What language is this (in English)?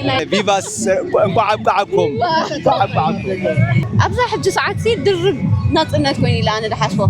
Tigrinya